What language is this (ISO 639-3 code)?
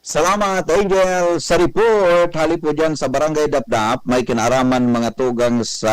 bik